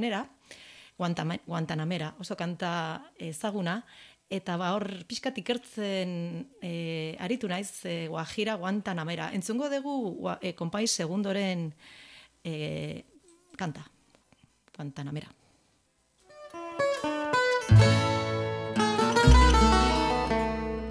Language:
Basque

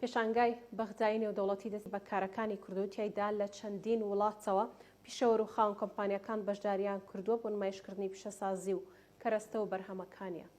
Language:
Central Kurdish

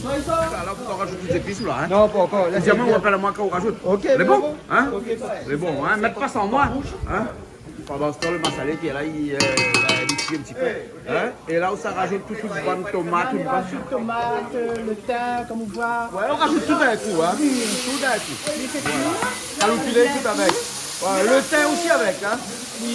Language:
Réunion Creole French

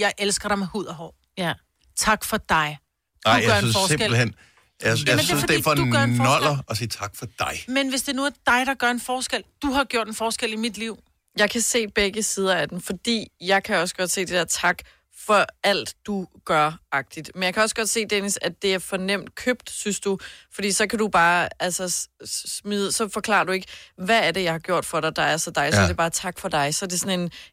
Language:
Danish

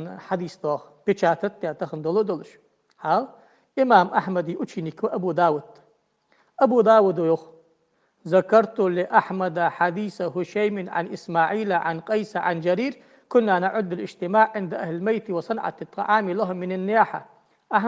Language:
Ingush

